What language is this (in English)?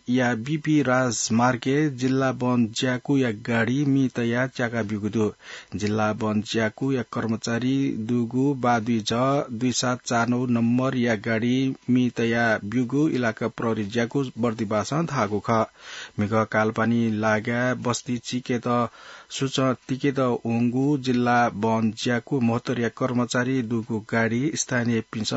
Newari